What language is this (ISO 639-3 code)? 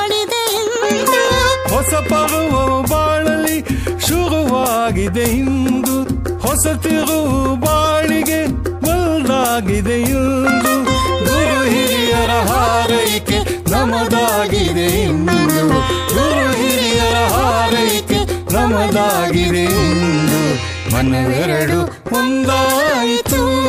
kan